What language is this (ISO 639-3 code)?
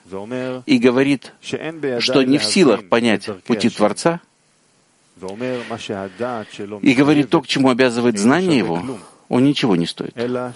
rus